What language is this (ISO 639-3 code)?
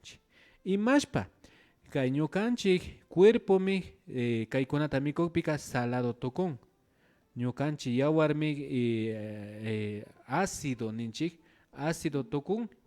qvi